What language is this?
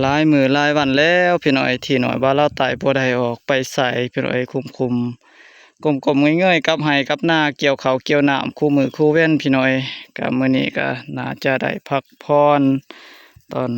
Lao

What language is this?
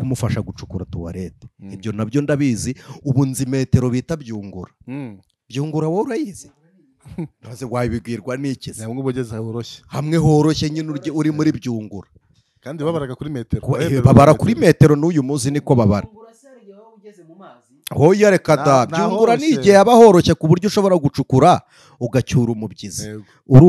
Kinyarwanda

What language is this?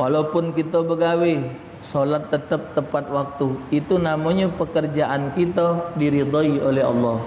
Musi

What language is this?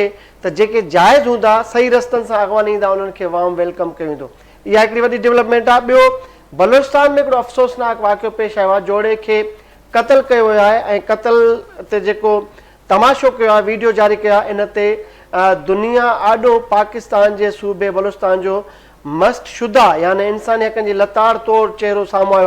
Sindhi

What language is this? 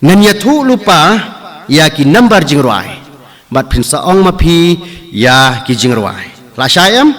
Khasi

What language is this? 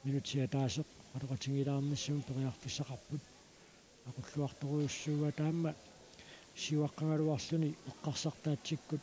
Kalaallisut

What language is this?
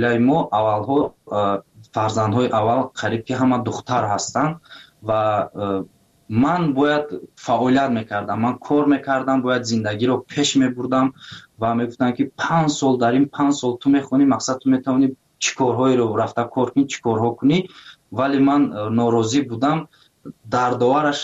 Tajik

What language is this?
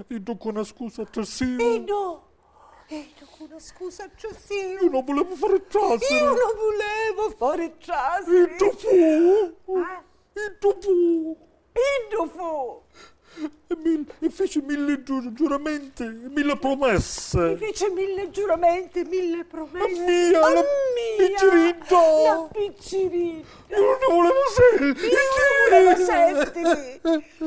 Sicilian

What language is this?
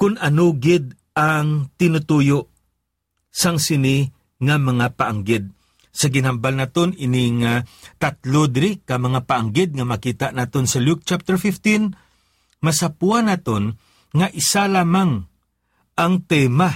Hiligaynon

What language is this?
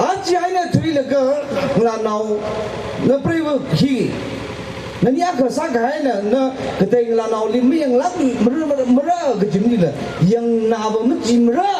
Tangkhul Naga (India)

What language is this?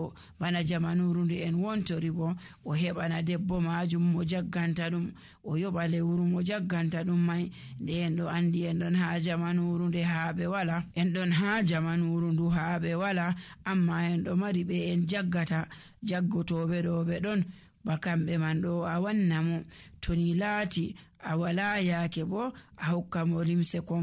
Nigerian Fulfulde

